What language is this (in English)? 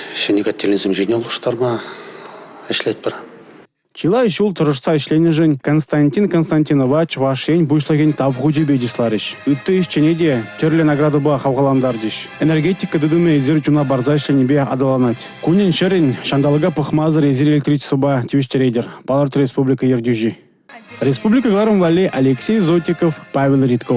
Chuvash